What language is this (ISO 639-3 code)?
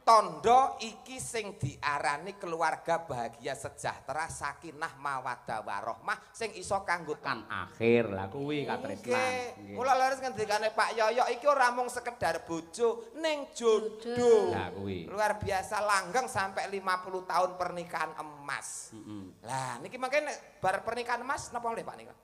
jav